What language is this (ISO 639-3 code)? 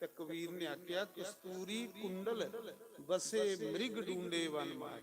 doi